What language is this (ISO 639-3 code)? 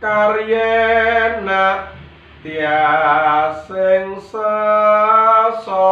jav